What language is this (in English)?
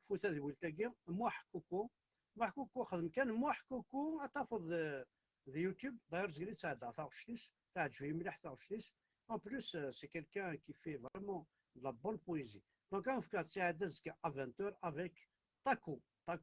Kabyle